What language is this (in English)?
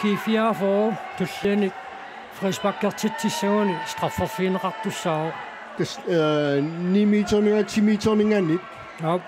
Kalaallisut